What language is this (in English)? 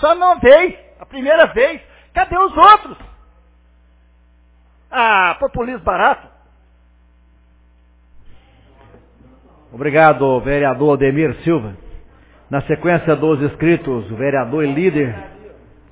Portuguese